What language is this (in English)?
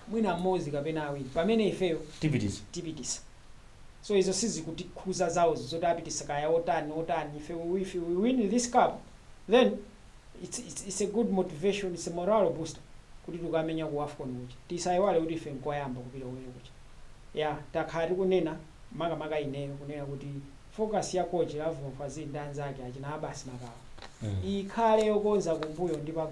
Nyanja